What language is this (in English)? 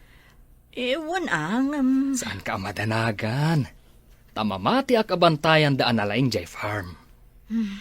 Iloko